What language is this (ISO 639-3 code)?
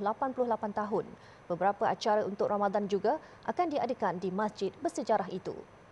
msa